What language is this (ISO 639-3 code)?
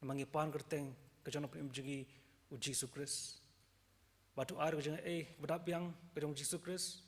kha